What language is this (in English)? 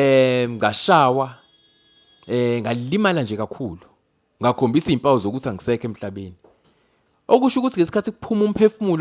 Zulu